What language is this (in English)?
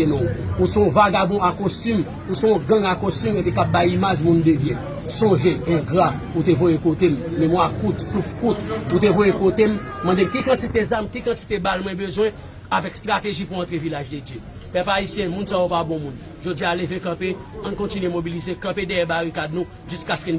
Haitian Creole